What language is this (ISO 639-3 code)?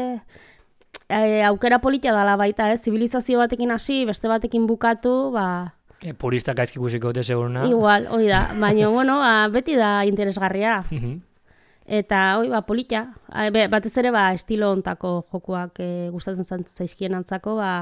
eus